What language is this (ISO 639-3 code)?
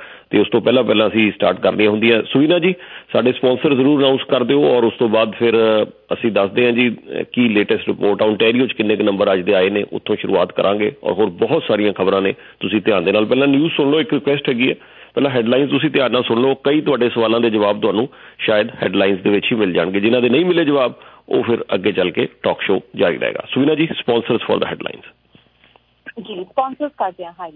pan